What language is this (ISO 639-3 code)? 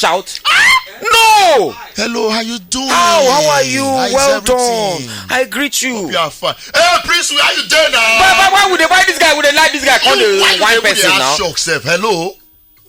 pcm